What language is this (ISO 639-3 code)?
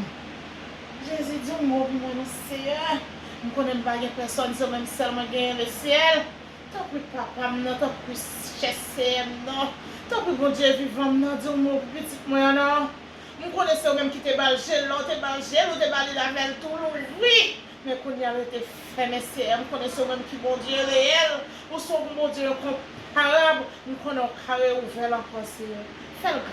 hat